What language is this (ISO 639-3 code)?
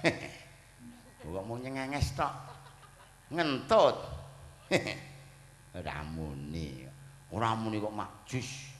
jav